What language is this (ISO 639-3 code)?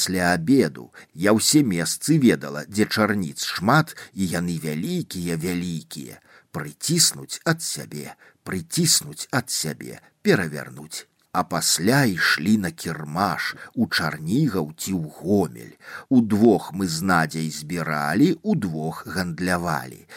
bel